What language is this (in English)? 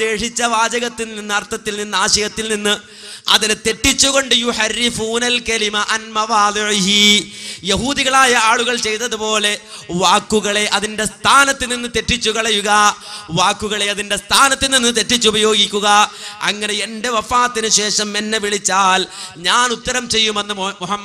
Malayalam